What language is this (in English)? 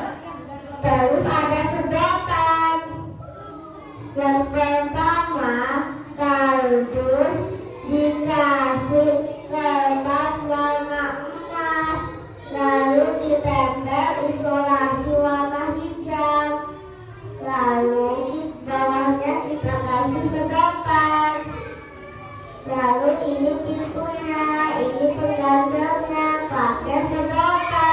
Indonesian